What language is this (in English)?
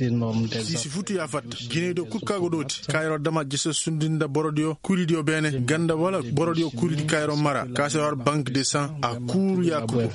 Koyraboro Senni